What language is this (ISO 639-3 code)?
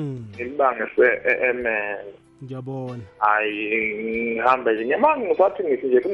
nbl